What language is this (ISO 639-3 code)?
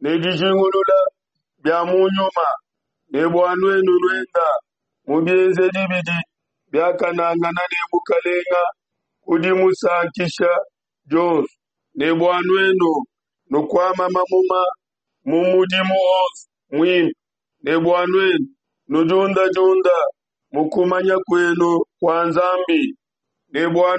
lua